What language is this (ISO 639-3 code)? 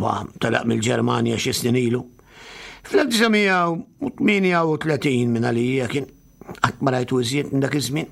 mlt